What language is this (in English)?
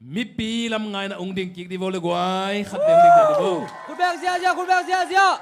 Tedim Chin